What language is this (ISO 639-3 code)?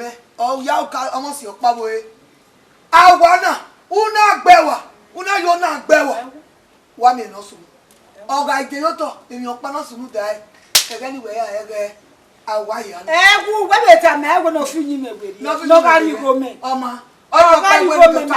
bin